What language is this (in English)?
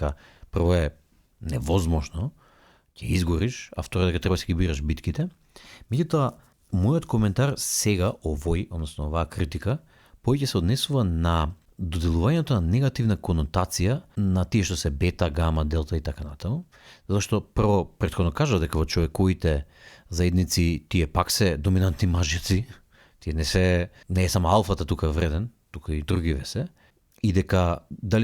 Macedonian